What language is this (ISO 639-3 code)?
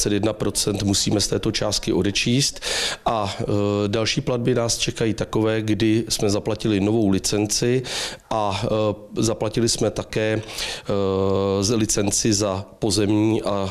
ces